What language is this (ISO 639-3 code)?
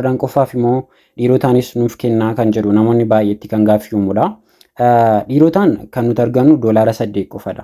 orm